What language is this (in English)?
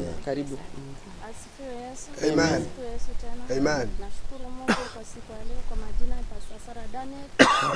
Swahili